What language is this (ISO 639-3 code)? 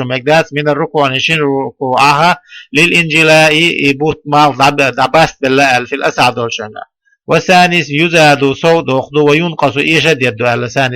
che